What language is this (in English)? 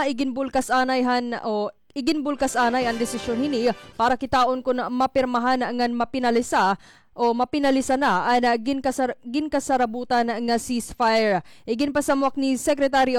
Waray